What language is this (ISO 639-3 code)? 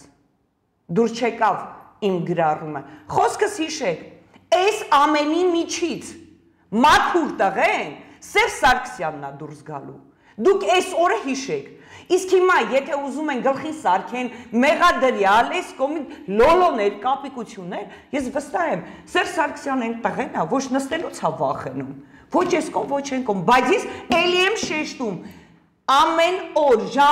hye